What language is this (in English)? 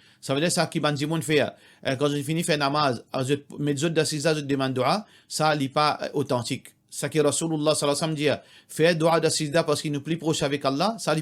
Morisyen